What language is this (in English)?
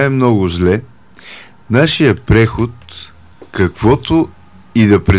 Bulgarian